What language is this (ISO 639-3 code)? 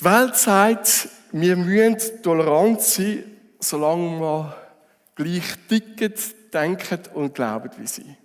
gsw